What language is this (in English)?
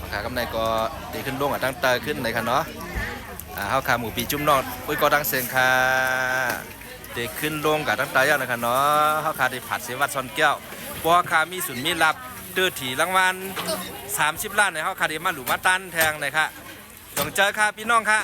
Shan